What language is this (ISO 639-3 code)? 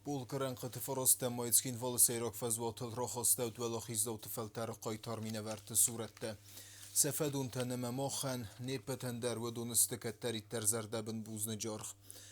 oss